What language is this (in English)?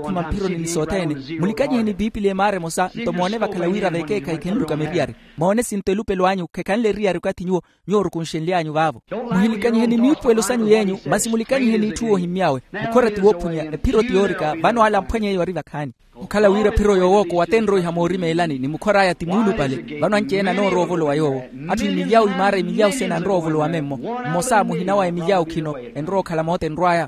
Makhuwa